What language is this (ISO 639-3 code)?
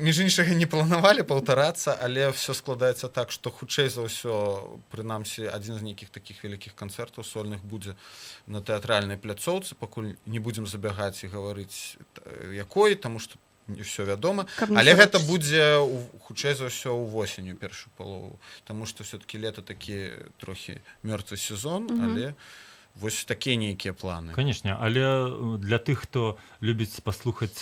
bel